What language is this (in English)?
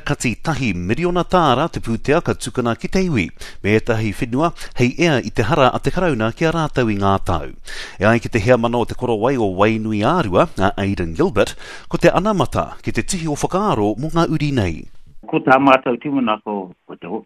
Māori